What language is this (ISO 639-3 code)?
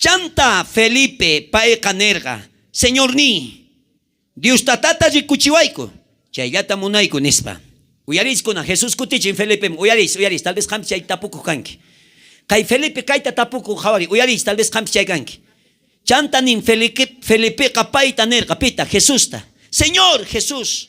quh